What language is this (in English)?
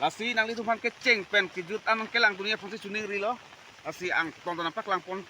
Karbi